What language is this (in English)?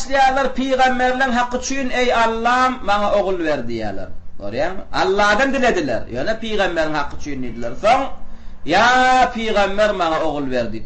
Turkmen